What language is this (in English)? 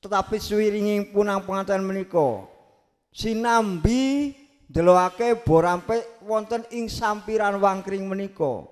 Javanese